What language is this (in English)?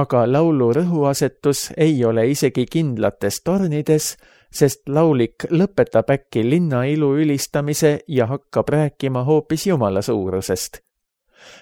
Estonian